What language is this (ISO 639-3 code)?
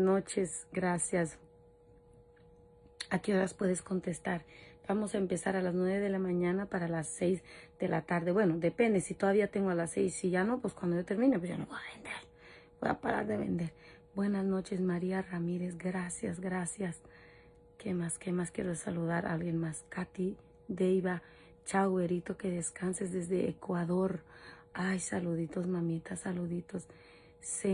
spa